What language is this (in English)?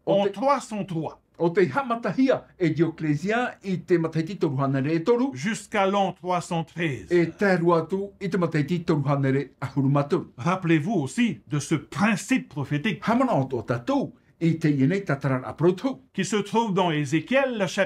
Tahitian